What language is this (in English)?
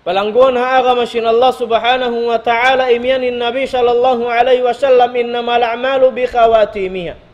Tausug